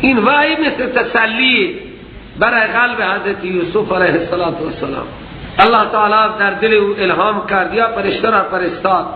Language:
Persian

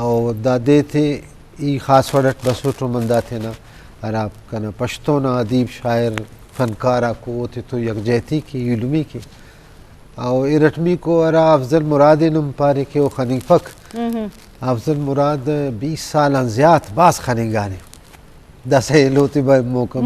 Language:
Eastern Balochi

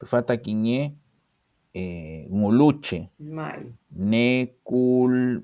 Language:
Mapuche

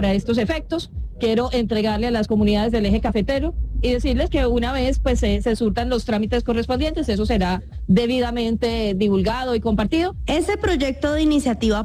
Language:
Spanish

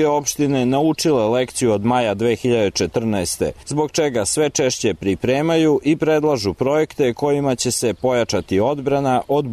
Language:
Serbian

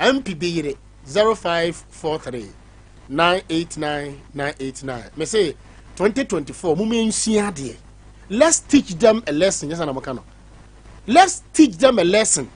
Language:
Akan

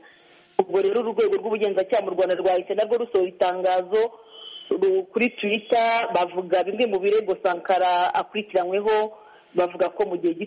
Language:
Kinyarwanda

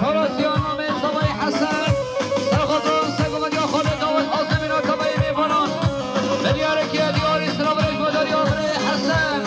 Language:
Kurdish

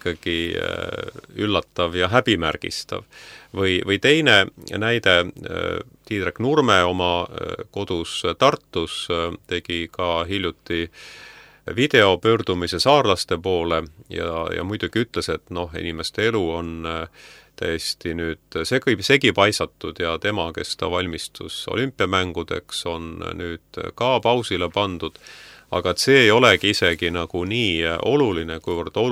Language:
Estonian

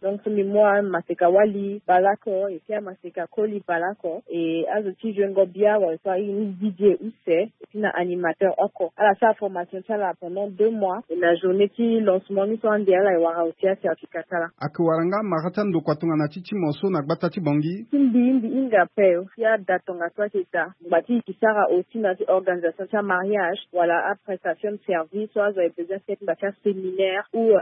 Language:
Sango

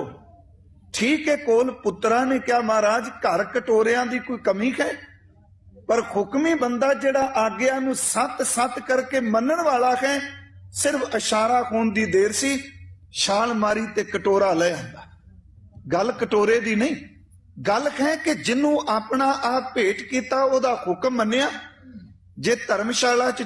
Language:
Punjabi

